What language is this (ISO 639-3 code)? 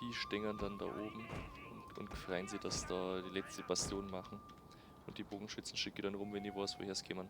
bar